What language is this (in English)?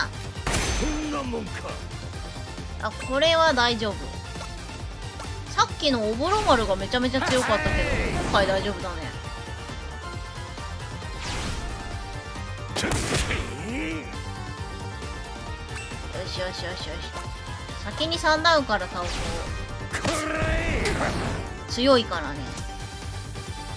Japanese